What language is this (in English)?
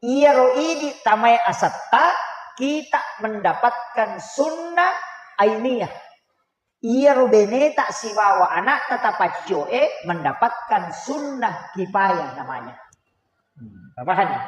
Buginese